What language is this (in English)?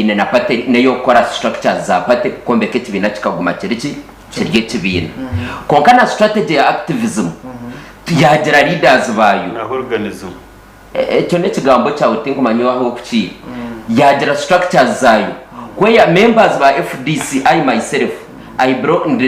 Nyankole